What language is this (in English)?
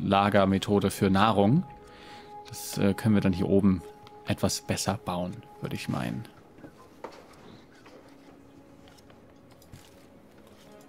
German